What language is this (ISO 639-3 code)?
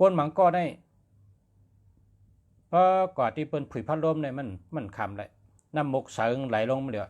shn